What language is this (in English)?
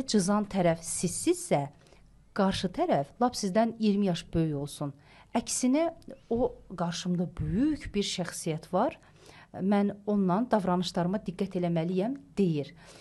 Azerbaijani